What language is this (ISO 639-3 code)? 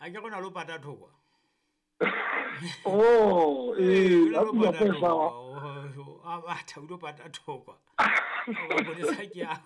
sot